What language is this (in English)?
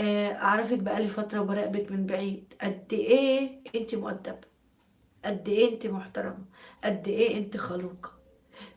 Egyptian Arabic